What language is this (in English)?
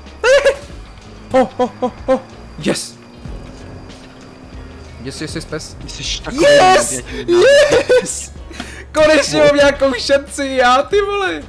Czech